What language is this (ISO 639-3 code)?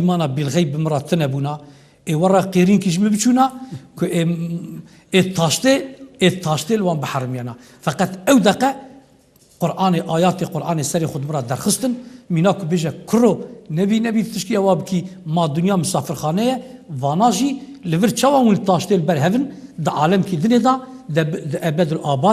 kur